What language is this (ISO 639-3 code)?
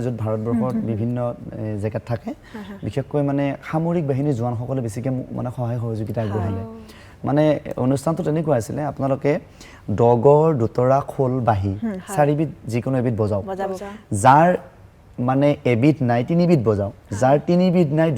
asm